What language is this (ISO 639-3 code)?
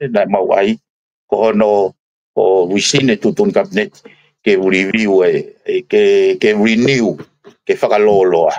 ton